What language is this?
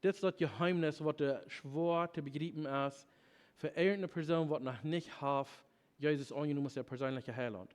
Plautdietsch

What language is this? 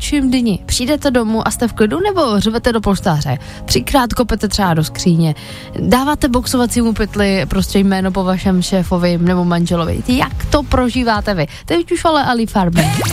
Czech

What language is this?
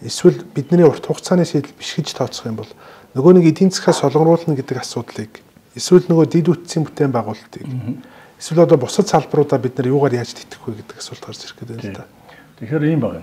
Mongolian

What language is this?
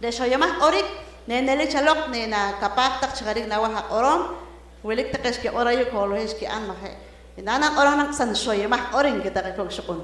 Poqomchi'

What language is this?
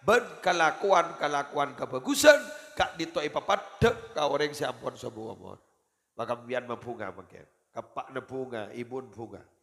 Madurese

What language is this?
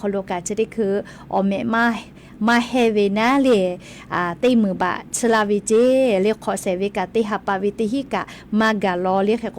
Lahu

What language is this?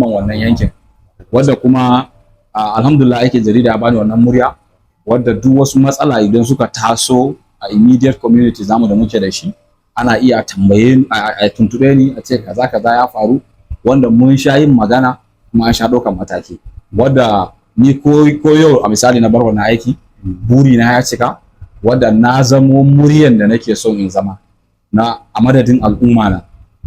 Hausa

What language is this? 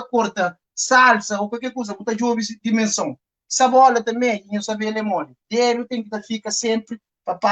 Kabuverdianu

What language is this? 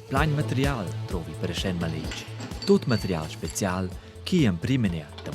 Romansh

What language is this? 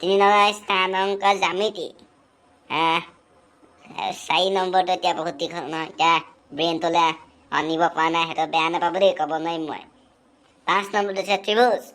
Assamese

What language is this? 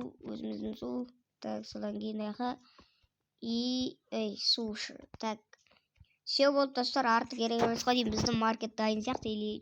Kazakh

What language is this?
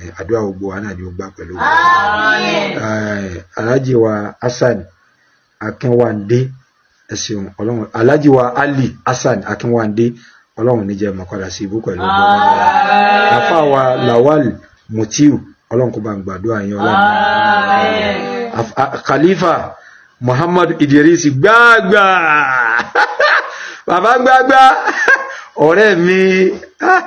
Yoruba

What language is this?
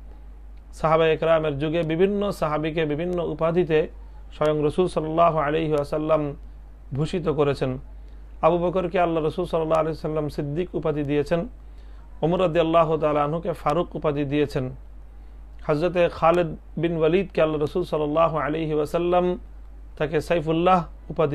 Bangla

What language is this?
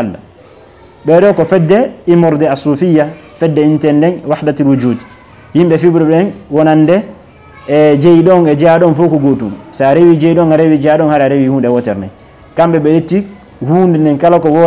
Fula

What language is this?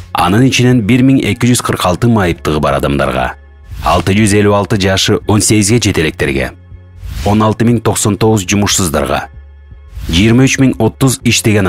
Kyrgyz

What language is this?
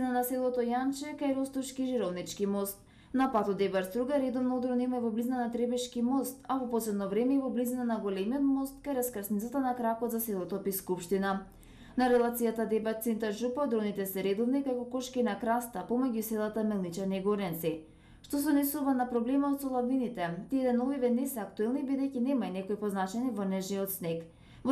Macedonian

